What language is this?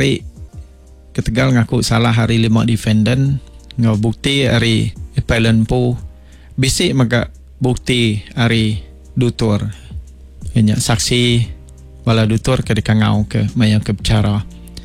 Iban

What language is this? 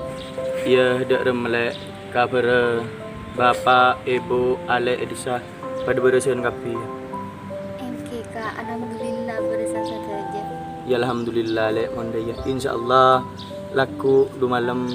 Madurese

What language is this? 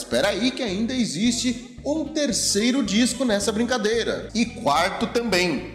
Portuguese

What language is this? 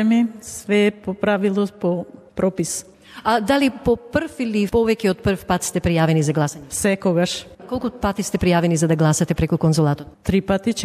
Macedonian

